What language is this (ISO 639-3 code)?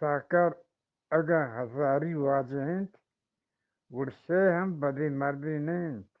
bgp